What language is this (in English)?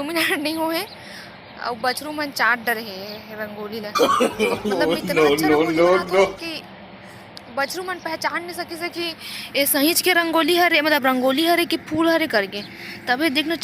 Chhattisgarhi